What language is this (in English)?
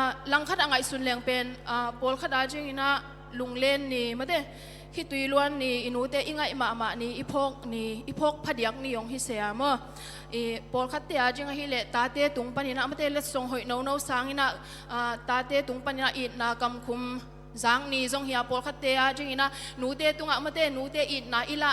Tedim Chin